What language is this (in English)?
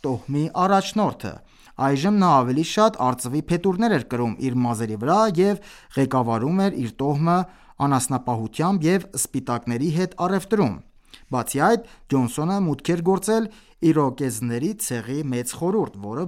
Armenian